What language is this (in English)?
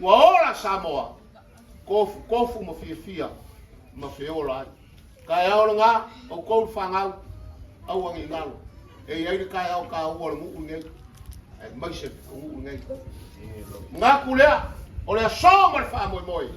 Samoan